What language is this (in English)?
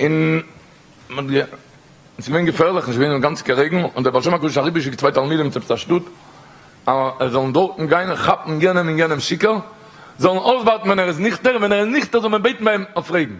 Yiddish